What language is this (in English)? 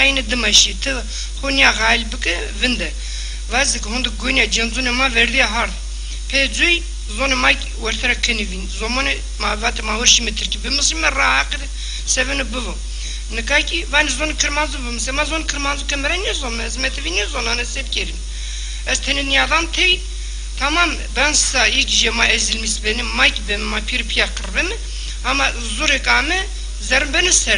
Zaza